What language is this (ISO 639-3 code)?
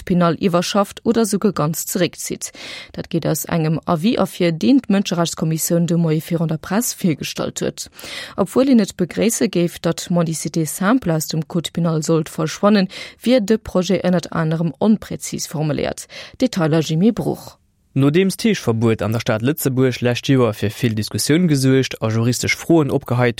ltz